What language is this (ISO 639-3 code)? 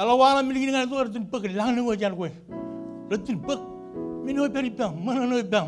mah